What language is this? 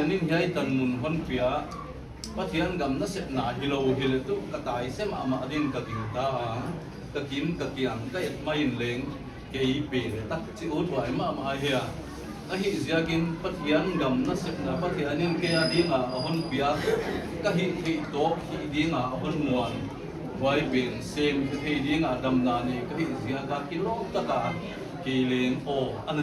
Paite Chin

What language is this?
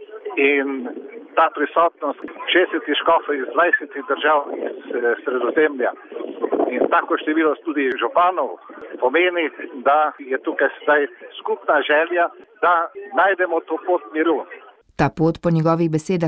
Slovenian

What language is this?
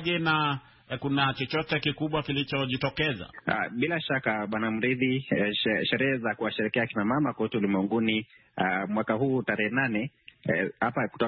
Swahili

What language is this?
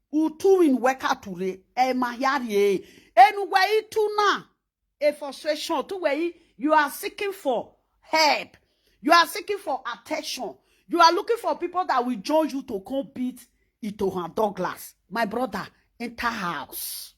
Nigerian Pidgin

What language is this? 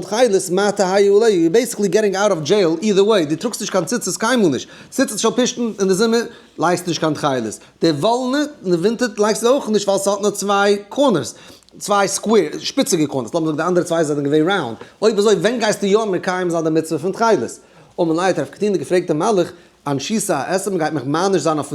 Yiddish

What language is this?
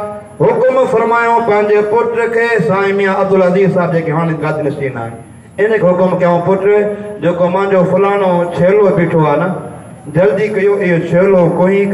Sindhi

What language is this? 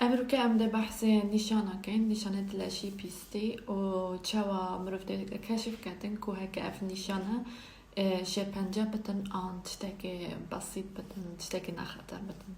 Kurdish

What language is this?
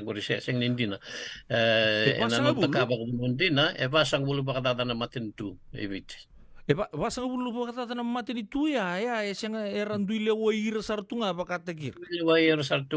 Fijian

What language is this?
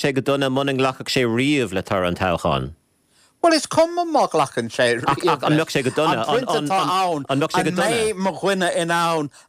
Irish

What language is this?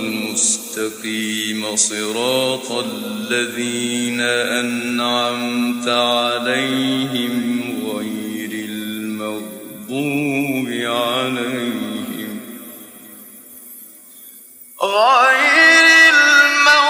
Arabic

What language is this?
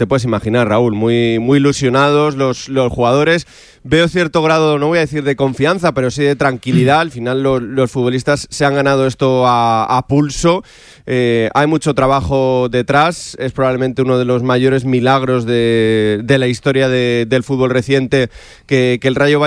Spanish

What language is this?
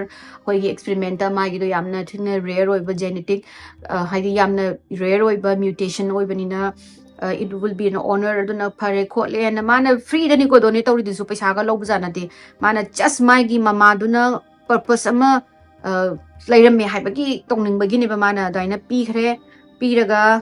Manipuri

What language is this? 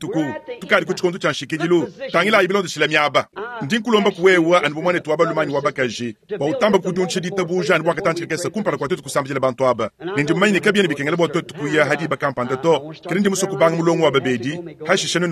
Luba-Lulua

